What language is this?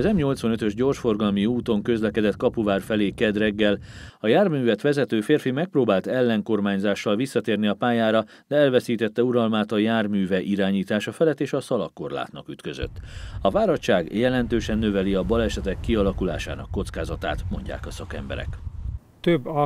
Hungarian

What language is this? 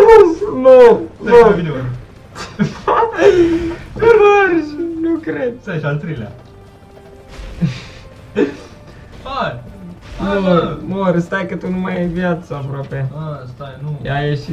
Romanian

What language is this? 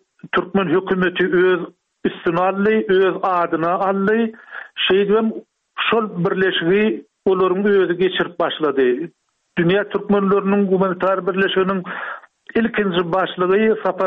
Turkmen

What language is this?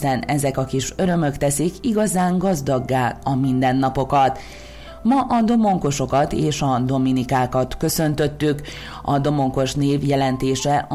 Hungarian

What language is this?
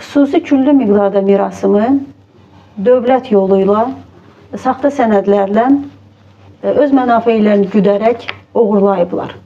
Azerbaijani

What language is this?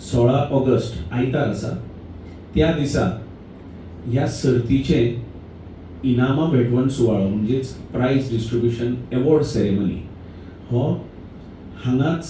Konkani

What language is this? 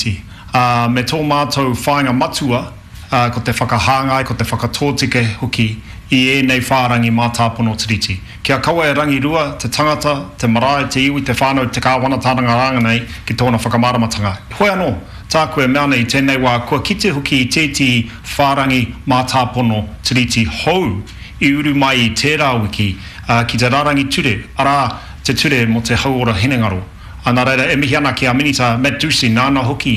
Māori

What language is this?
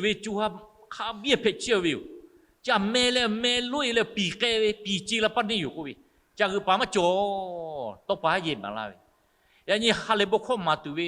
Lahu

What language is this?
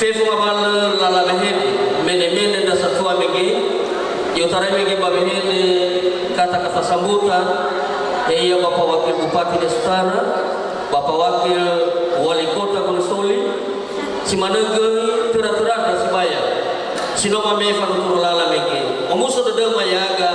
Nias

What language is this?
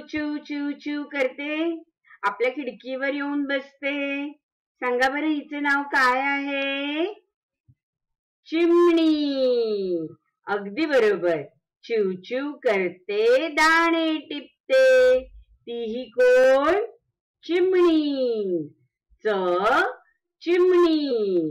Marathi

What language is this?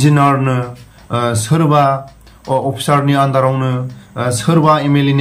Bodo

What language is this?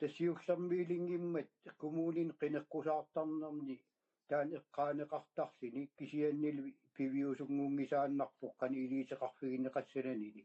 Kalaallisut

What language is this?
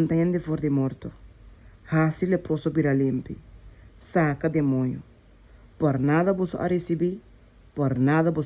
Papiamento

